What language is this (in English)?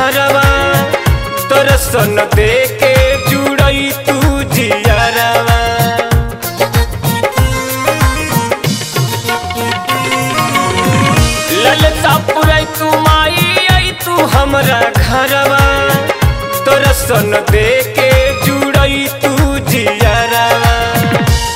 Bhojpuri